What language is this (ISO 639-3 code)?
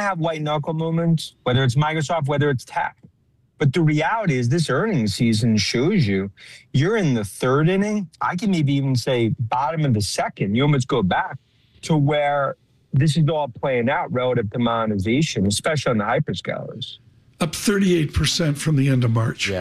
eng